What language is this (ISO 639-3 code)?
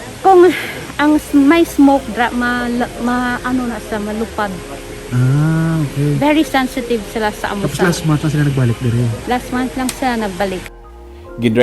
hil